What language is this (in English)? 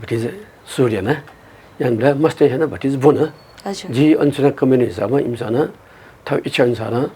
Newari